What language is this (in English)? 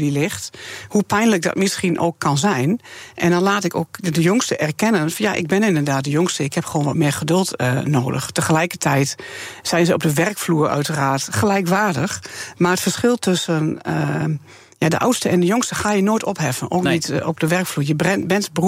Dutch